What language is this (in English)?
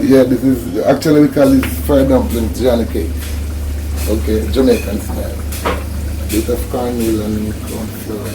Jamaican Creole English